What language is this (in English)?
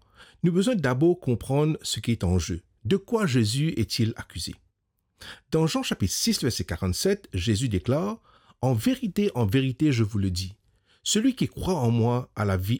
Morisyen